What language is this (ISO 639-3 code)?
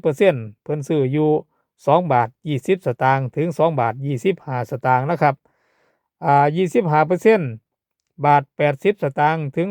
tts